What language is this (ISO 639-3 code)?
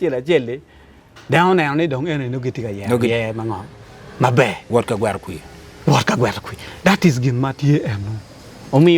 ach